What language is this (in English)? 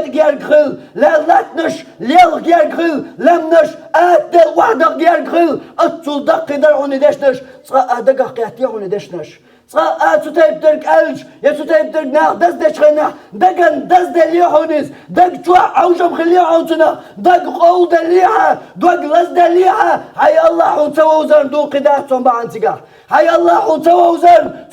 Chechen